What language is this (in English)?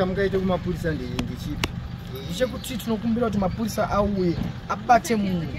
Shona